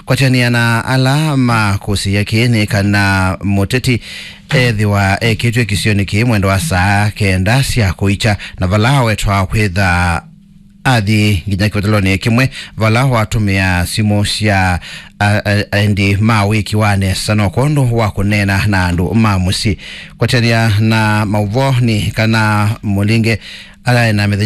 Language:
Kamba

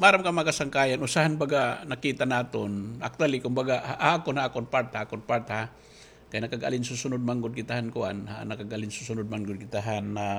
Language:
Waray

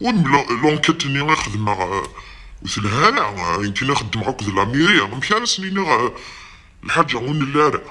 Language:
Kabyle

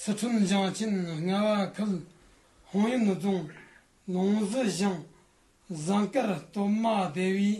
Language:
Tibetan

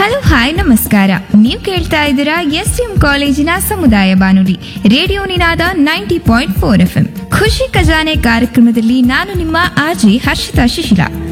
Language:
Kannada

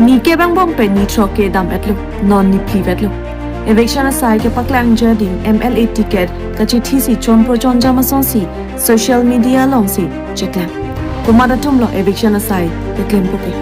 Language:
Karbi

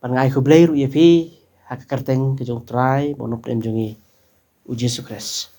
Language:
Khasi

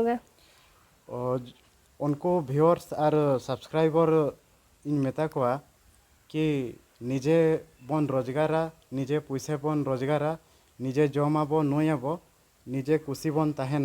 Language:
Santali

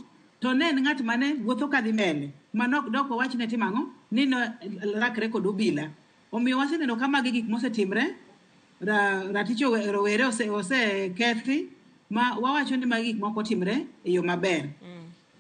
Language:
Luo (Kenya and Tanzania)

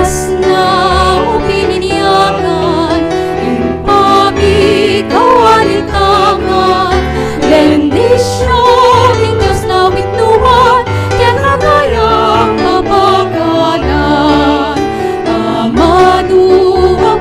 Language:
Pampanga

